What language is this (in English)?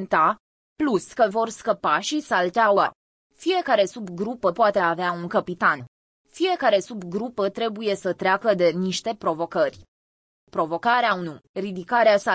Romanian